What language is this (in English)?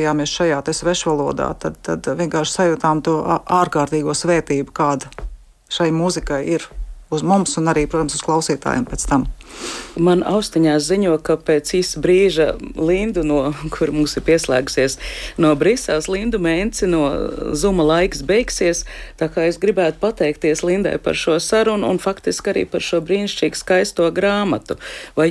Latvian